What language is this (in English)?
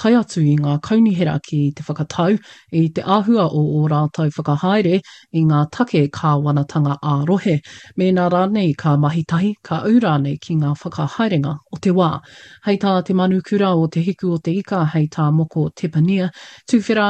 Māori